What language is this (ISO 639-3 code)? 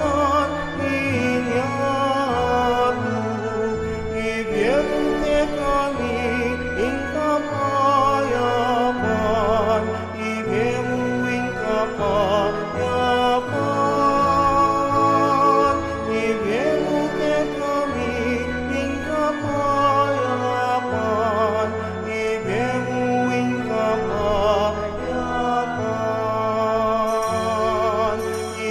pam